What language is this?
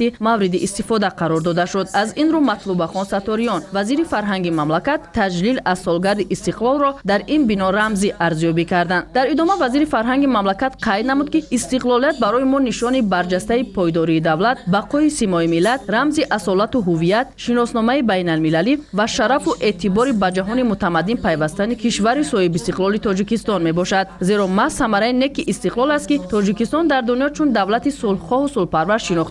Tajik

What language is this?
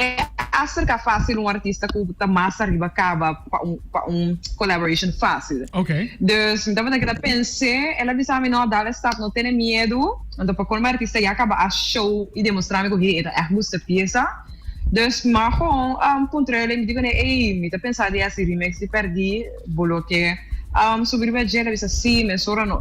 Papiamento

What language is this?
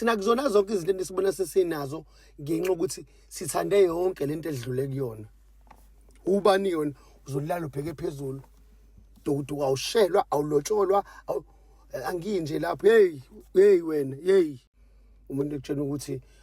Zulu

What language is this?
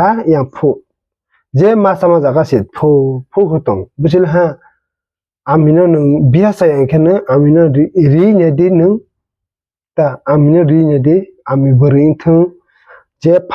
Kok Borok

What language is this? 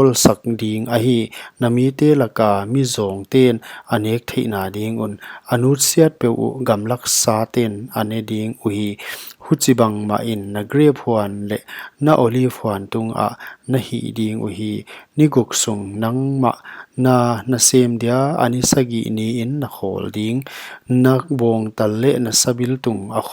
Paite Chin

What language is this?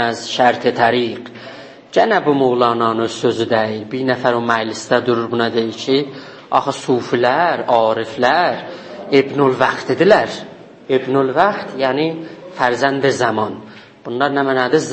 South Azerbaijani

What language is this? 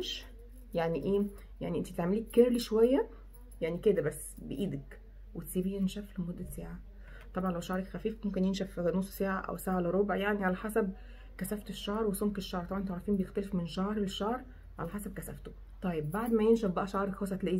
Egyptian Arabic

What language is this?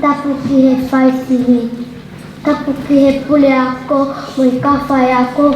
Tongan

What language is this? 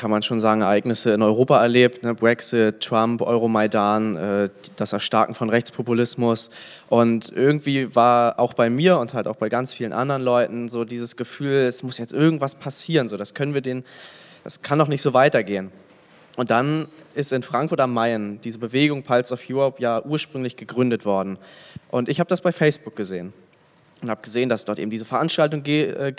German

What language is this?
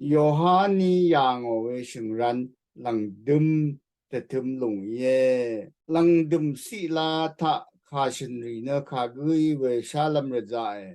Rawang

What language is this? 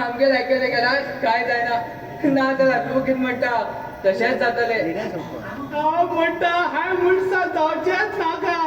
Konkani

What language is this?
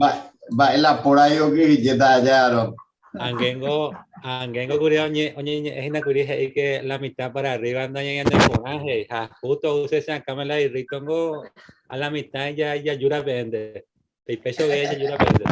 Guarani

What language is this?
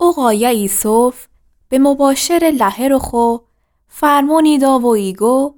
Gilaki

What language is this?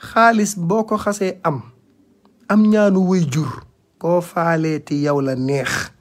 Wolof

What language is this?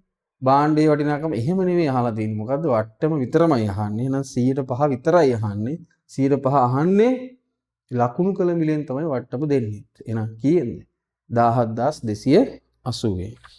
Sinhala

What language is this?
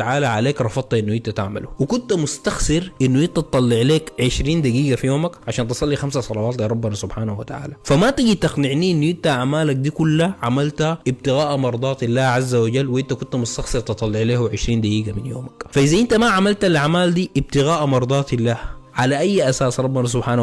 Egyptian Arabic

